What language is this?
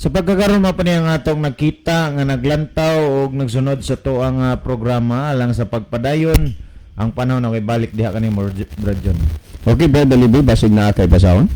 Cebuano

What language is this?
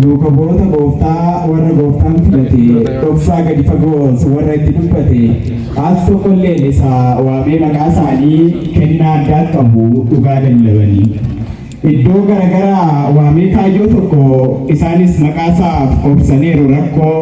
Oromo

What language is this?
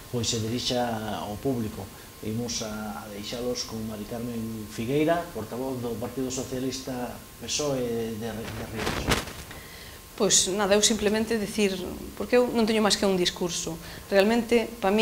Galician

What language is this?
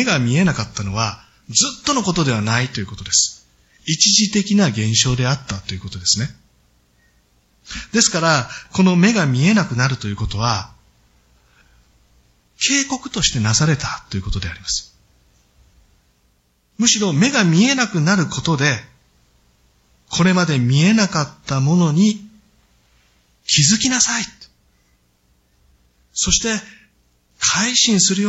Japanese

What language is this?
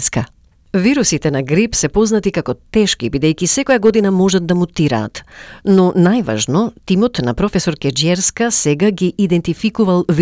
Macedonian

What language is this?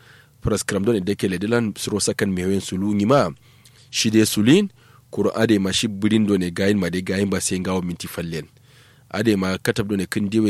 Kanuri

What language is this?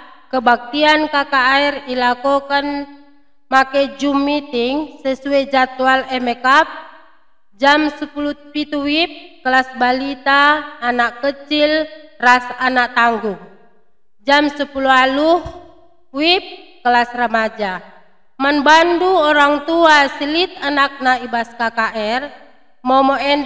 Batak Karo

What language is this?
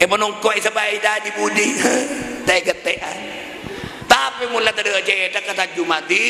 Madurese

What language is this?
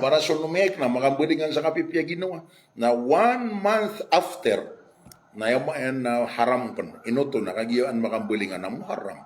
Maranao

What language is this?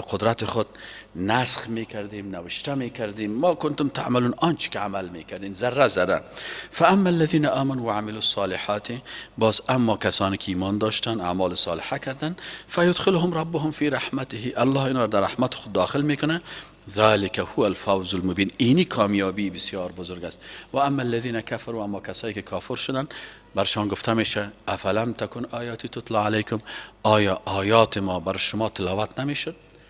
Persian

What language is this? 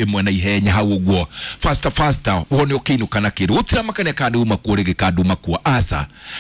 Kikuyu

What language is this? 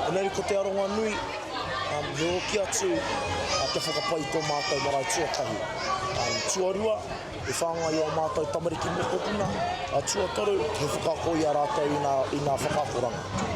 Māori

